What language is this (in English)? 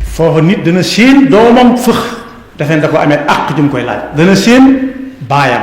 Wolof